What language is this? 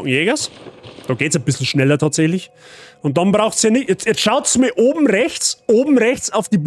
Bavarian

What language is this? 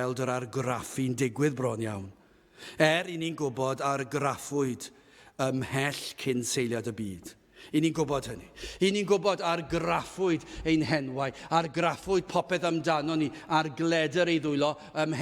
Welsh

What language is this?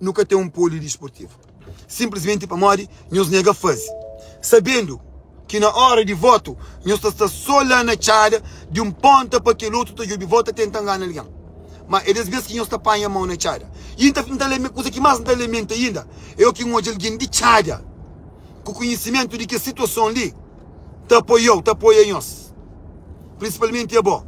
Kabuverdianu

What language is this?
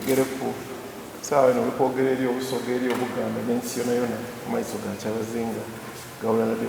Soga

